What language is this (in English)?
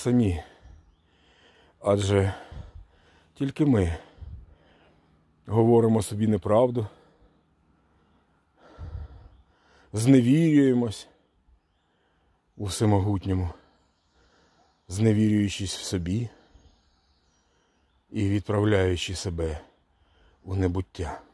Ukrainian